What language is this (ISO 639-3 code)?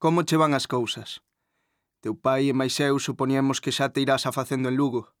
glg